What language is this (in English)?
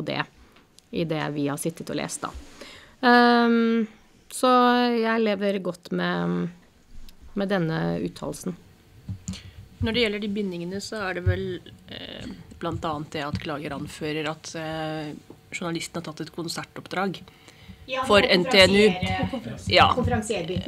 Norwegian